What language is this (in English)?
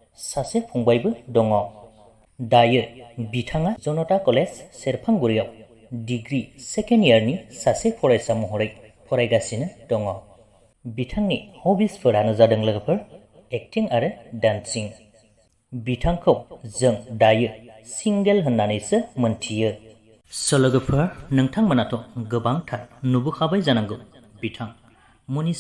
Bodo